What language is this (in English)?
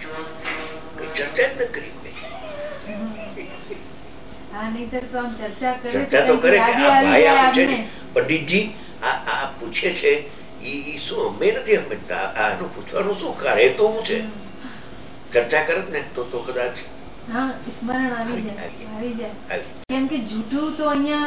Gujarati